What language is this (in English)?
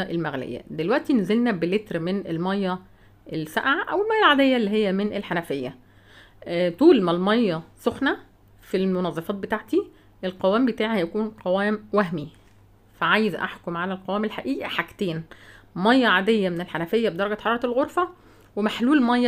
Egyptian Arabic